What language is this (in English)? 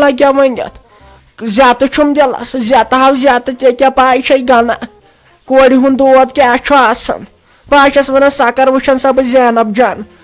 Kashmiri